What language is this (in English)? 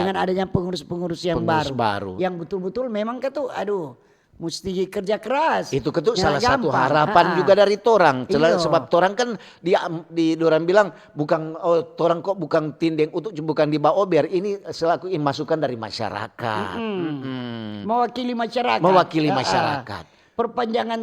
Manado Malay